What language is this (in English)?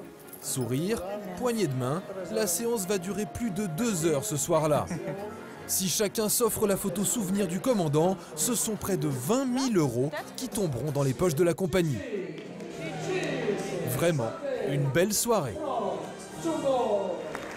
French